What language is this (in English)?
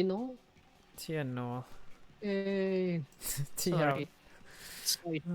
Welsh